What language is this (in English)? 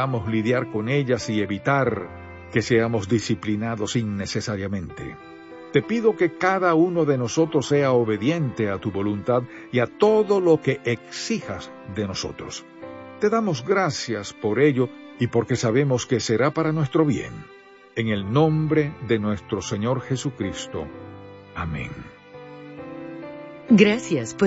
Spanish